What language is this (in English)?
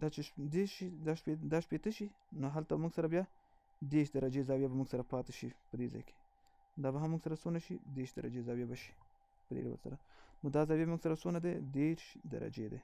Pashto